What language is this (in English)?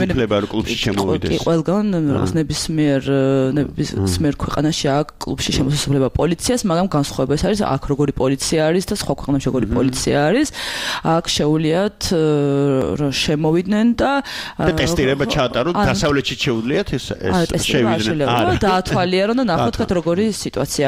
Georgian